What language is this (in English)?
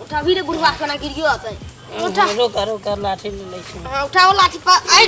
Maithili